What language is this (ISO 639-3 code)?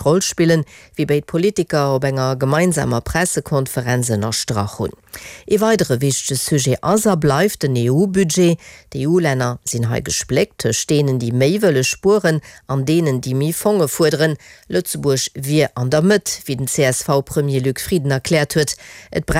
ltz